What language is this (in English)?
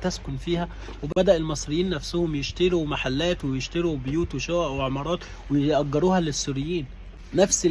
Egyptian Arabic